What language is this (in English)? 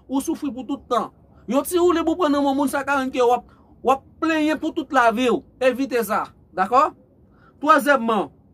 Haitian Creole